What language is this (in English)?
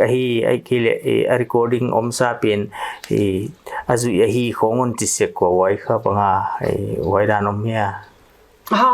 Paite Chin